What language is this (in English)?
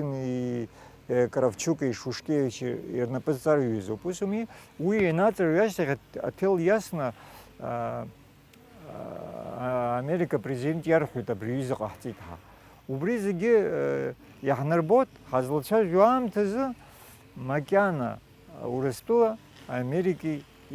Abkhazian